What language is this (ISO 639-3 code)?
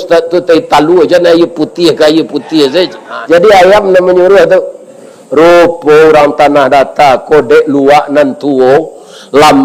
min